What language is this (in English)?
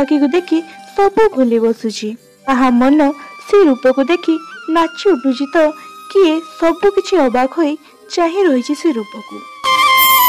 Odia